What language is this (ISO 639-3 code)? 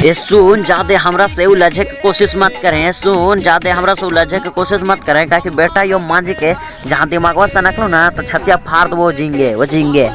mag